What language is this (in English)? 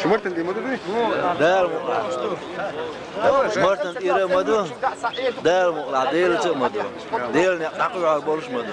Chechen